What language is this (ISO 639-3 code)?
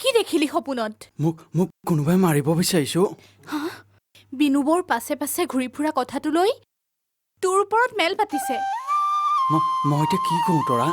asm